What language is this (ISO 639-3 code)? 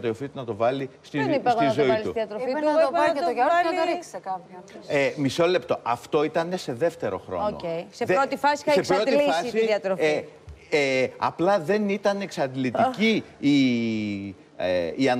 ell